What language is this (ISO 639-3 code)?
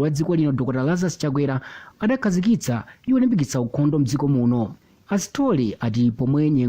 nya